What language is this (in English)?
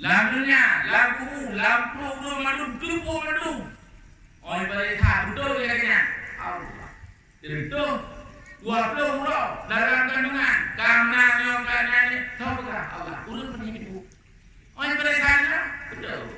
Achinese